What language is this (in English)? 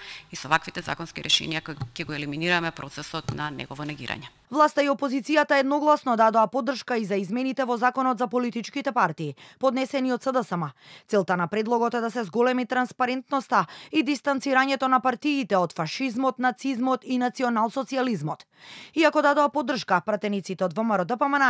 Macedonian